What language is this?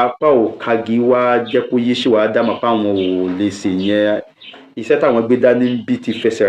Yoruba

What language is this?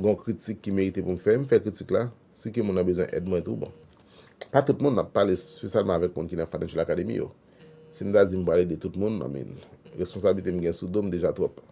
Haitian Creole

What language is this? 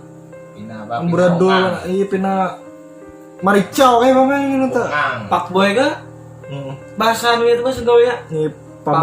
Banjar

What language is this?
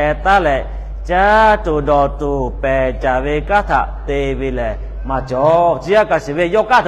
Lahu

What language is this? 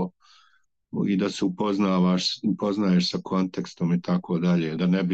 Bosnian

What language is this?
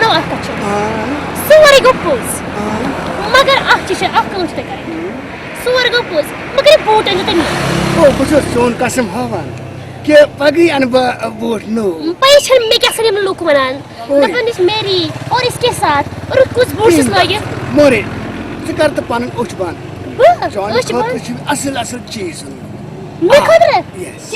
Kashmiri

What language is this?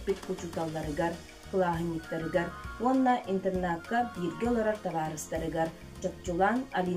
Yakut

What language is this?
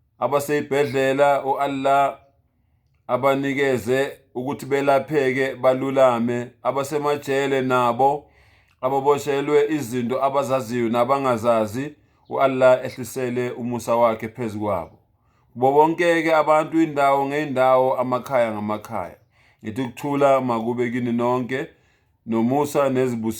Zulu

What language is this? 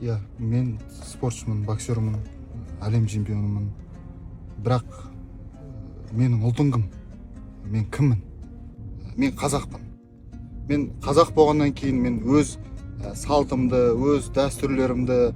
Kazakh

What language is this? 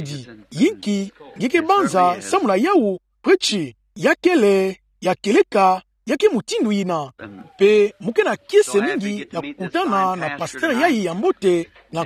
Kituba (Democratic Republic of Congo)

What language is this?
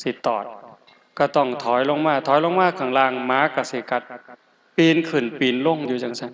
Northeastern Thai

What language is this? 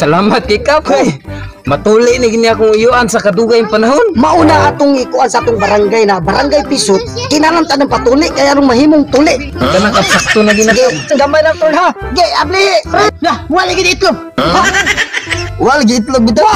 Cebuano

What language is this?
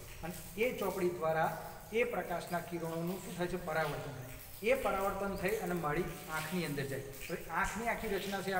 Gujarati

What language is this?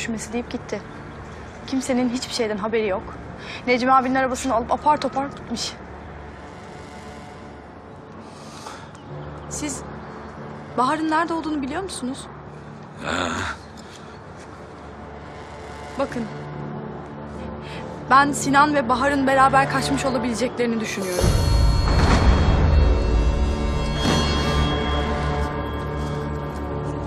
Turkish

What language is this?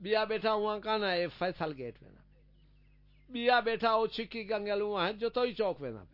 Saraiki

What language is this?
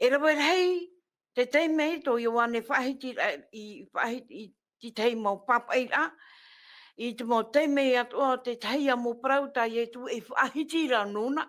Tahitian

